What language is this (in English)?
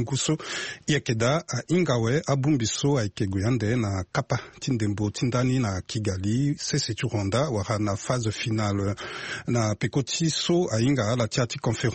Sango